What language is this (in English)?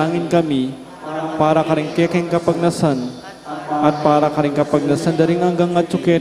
Pampanga